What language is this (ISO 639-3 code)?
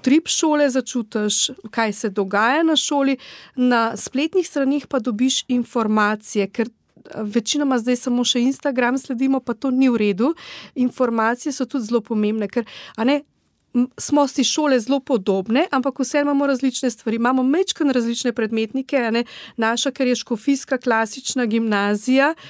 slv